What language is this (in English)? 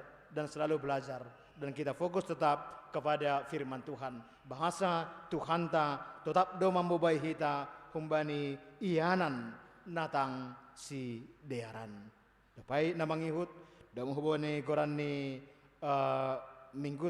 Batak Simalungun